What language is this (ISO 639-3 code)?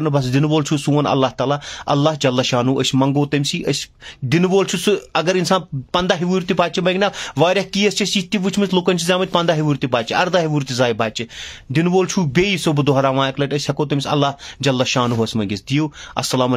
kas